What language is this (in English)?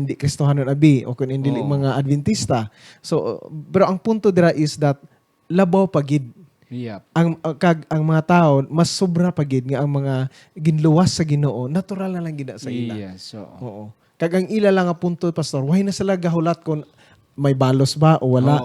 Hiligaynon